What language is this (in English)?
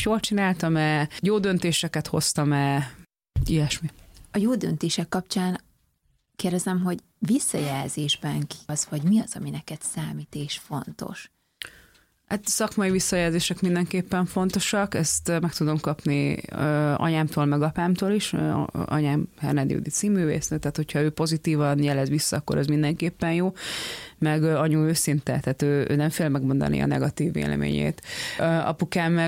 Hungarian